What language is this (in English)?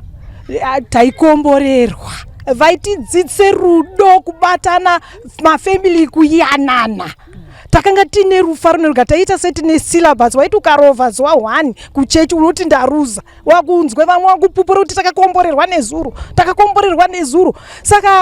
Shona